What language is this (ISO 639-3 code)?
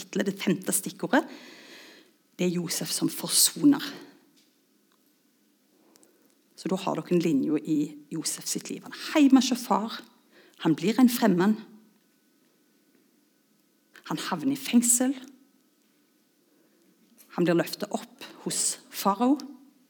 nor